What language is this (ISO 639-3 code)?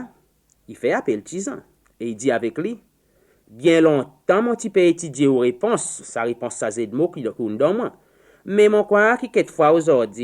crs